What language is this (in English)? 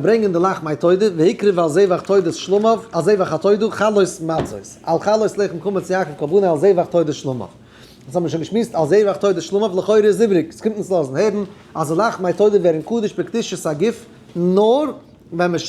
Yiddish